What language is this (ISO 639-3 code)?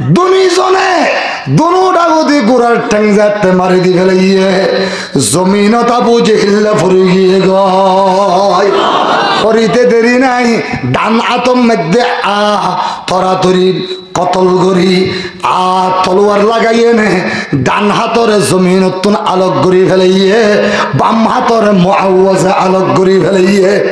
rhg